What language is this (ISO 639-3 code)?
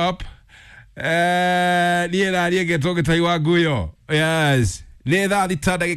kik